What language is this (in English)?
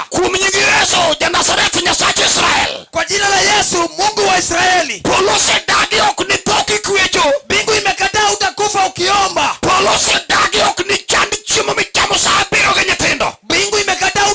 Luo (Kenya and Tanzania)